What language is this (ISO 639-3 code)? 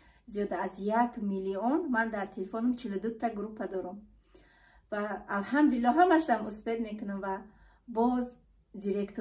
tgk